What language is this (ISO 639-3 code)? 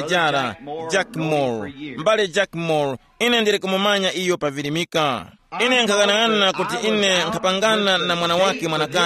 tum